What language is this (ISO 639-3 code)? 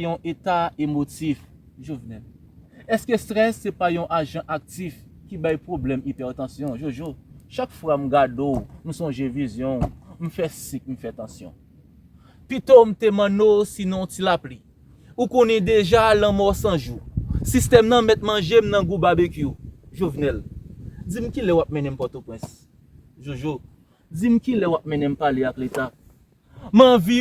hat